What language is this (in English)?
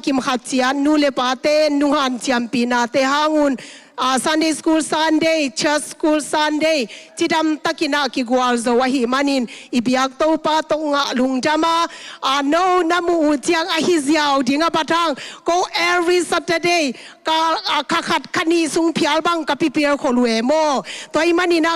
Tedim Chin